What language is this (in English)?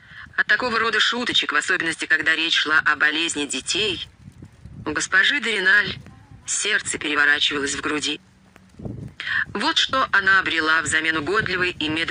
Russian